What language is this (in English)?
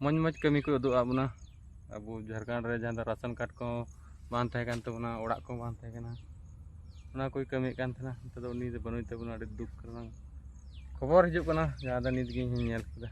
Santali